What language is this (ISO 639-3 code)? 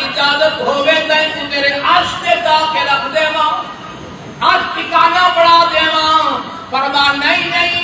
skr